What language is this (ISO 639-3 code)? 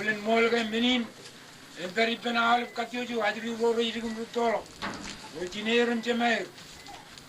mah